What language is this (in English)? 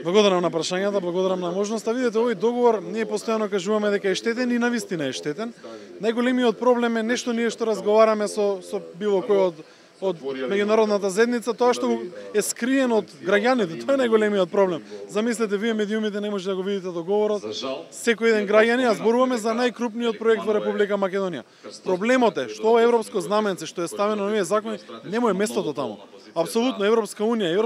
Macedonian